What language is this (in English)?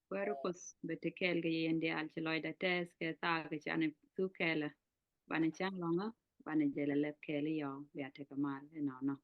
Nuer